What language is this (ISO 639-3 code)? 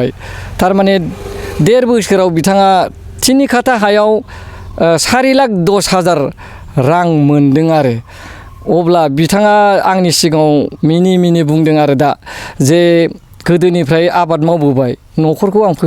brx